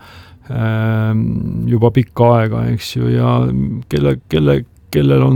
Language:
Estonian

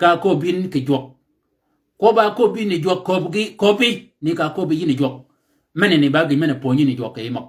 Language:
Shilluk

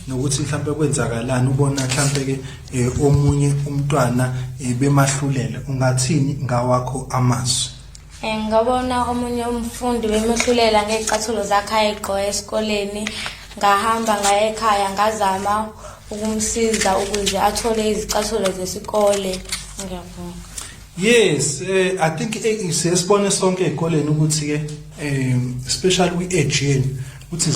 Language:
Zulu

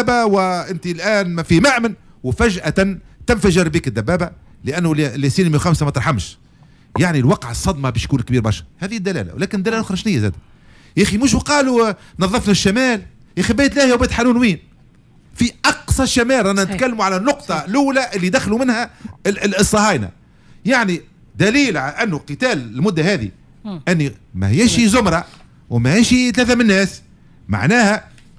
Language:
Tunisian Arabic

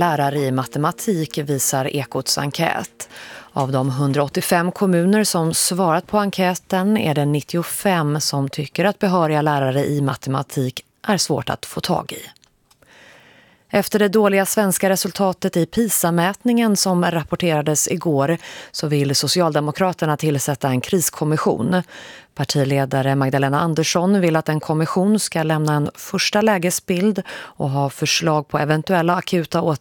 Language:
Swedish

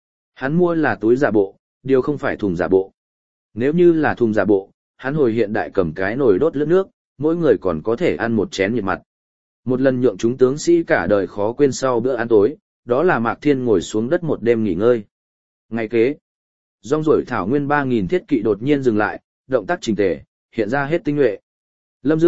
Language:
Vietnamese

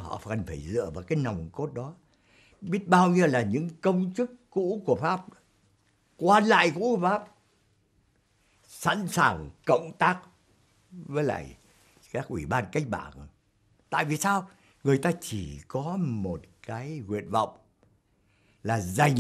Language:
Vietnamese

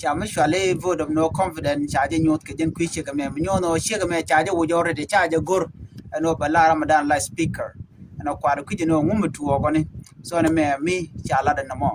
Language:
Nuer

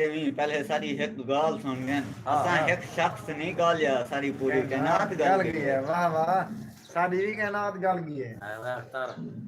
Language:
Saraiki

